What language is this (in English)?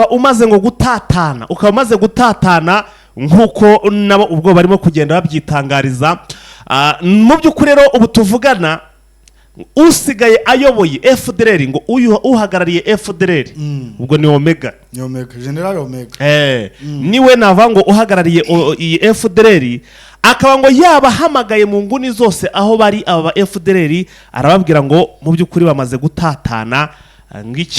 Kinyarwanda